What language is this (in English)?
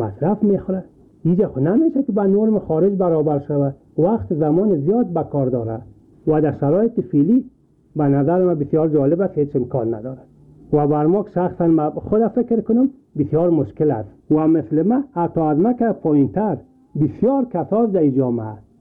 Persian